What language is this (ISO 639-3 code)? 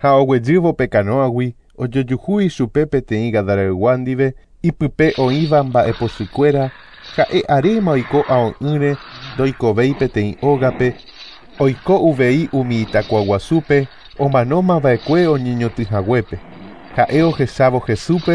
grn